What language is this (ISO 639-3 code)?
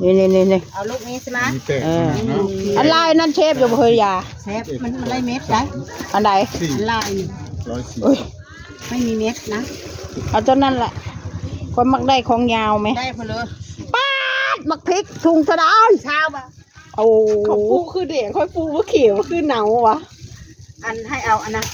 tts